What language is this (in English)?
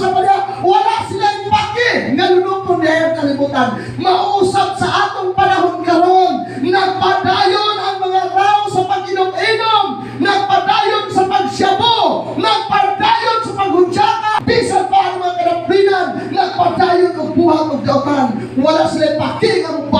Cebuano